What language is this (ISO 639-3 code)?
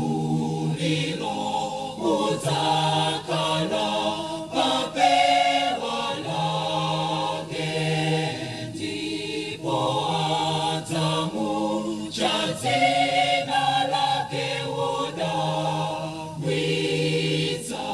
nya